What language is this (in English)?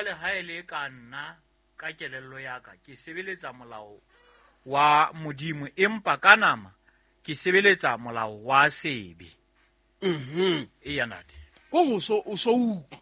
Southern Sotho